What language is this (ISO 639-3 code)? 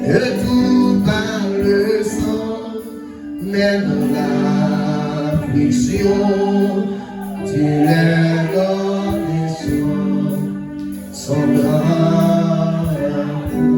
hat